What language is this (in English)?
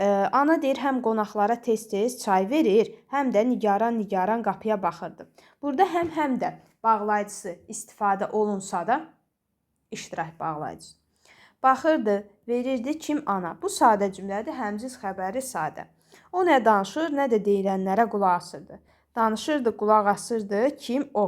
Azerbaijani